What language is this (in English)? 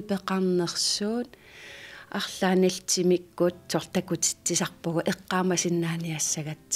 Kalaallisut